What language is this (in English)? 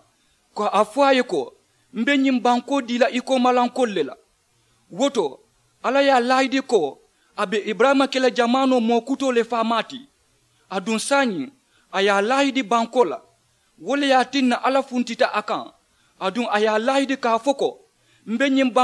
Mandingo